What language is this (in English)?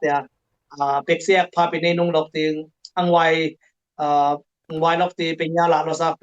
Dimasa